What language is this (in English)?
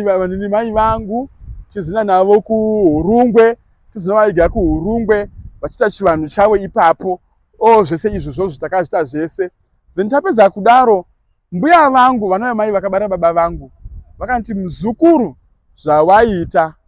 Shona